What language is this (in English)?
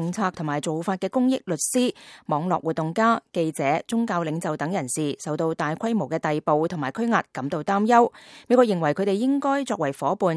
Cantonese